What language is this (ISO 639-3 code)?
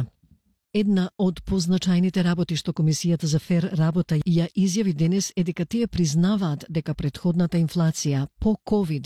mkd